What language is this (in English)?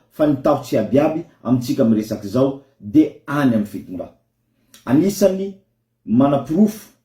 Malagasy